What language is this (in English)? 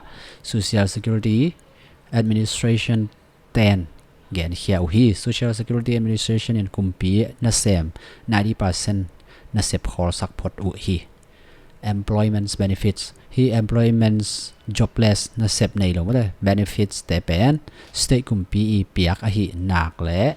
Tedim Chin